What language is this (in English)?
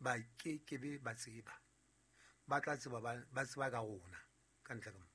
Southern Sotho